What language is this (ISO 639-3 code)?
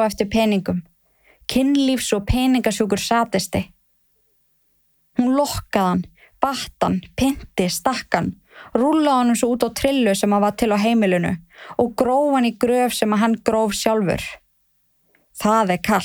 isl